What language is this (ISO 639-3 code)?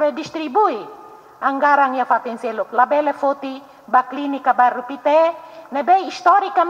tet